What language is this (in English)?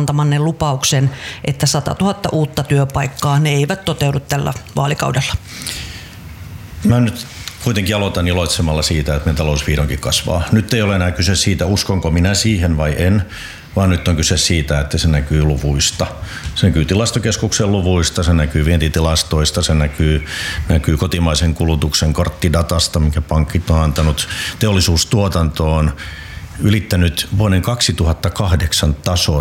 Finnish